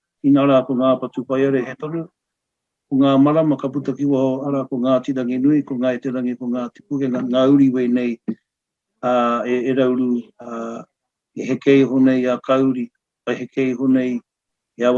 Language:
Māori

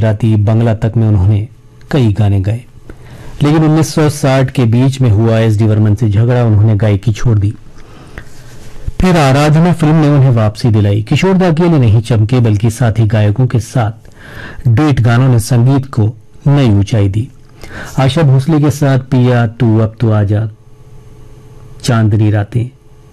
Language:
Hindi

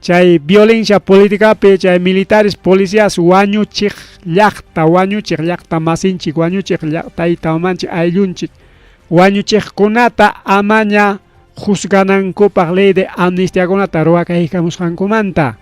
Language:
Ayacucho Quechua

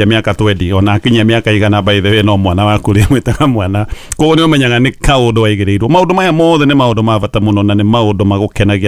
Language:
Kikuyu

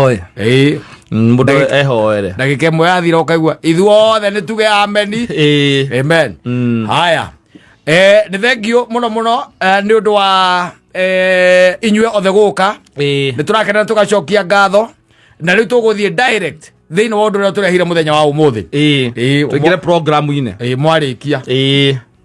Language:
Kikuyu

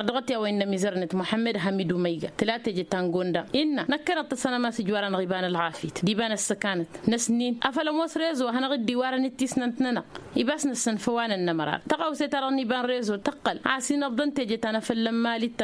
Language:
Tamasheq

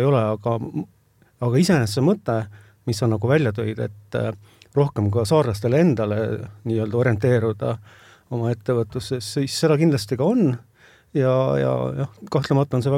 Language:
Estonian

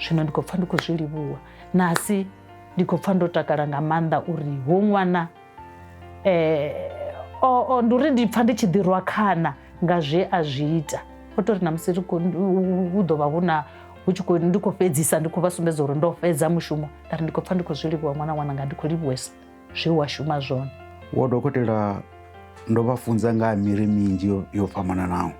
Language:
Venda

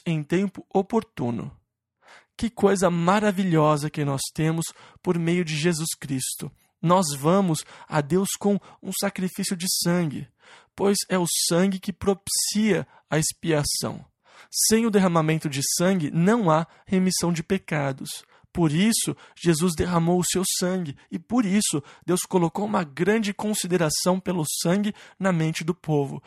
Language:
Portuguese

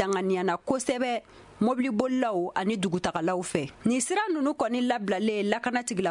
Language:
Bambara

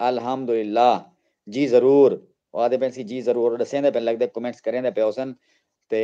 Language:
Saraiki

